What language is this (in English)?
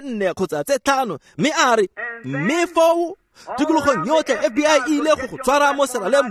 Tswana